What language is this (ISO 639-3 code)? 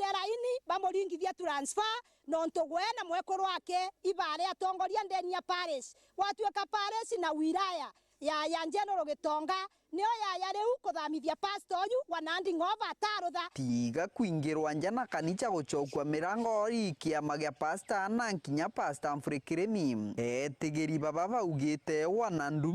mer